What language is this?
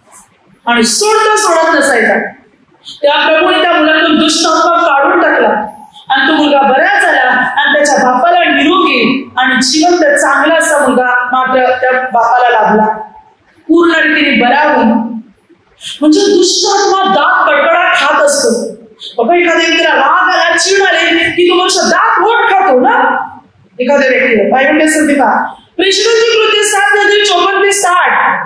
Marathi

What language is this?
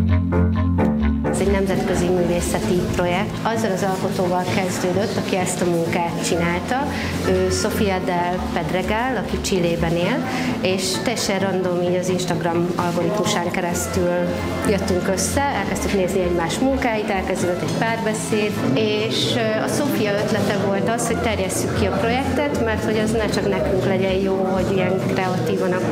Hungarian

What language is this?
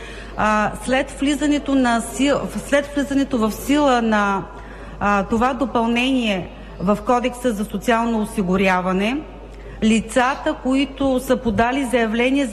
Bulgarian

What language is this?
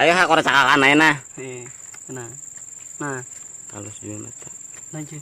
Banjar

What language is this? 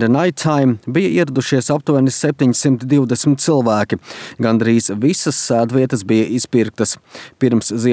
Latvian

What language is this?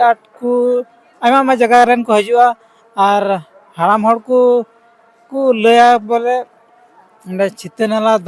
Santali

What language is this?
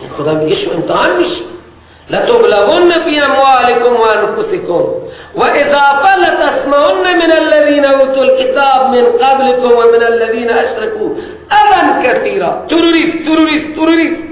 Persian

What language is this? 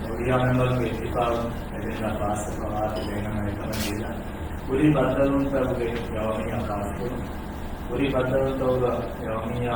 Divehi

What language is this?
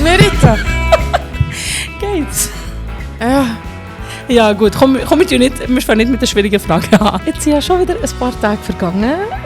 Swiss German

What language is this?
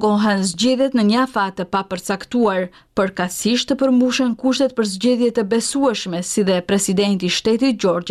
Albanian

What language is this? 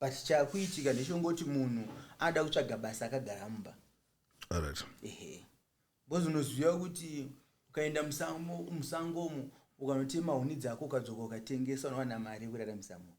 Shona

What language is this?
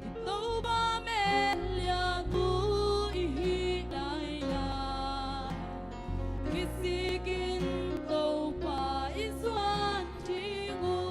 Hakha Chin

